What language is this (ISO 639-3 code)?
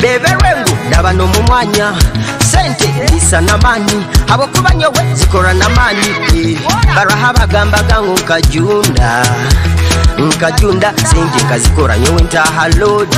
nyo